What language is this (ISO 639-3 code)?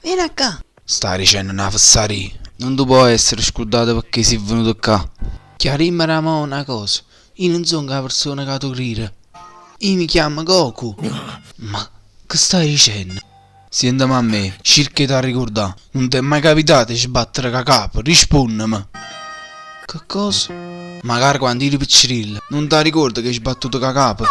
nap